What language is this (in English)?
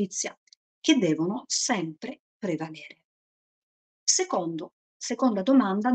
Italian